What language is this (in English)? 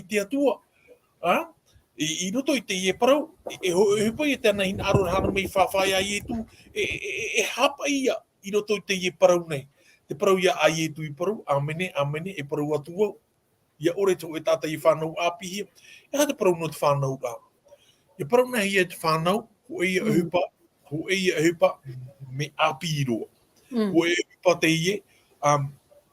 Tahitian